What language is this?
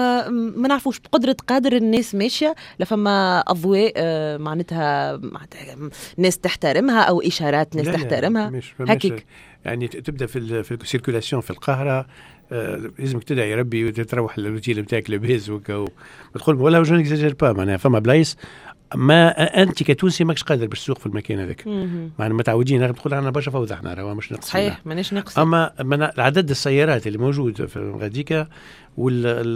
Tunisian Arabic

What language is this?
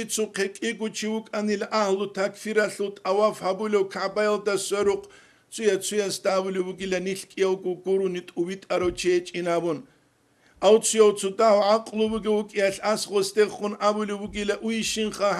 Avaric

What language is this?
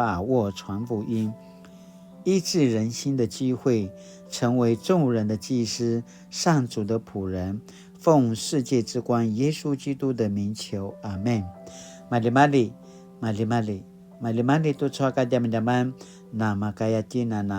Paiwan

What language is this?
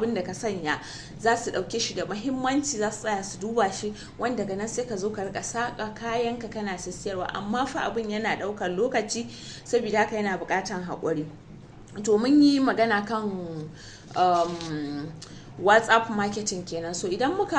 Hausa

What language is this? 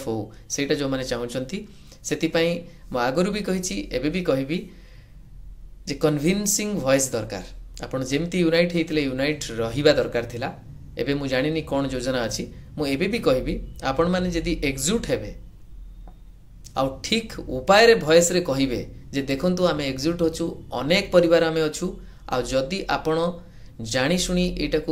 Odia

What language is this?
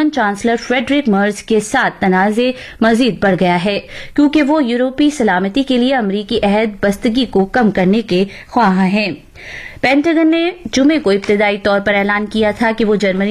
Urdu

